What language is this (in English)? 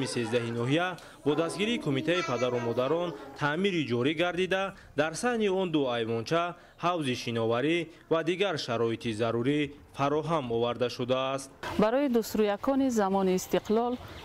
Tajik